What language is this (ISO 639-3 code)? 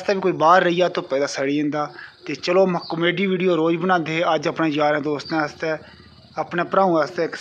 doi